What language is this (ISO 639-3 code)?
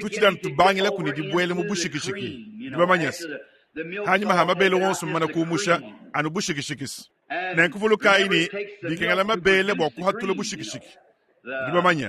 lua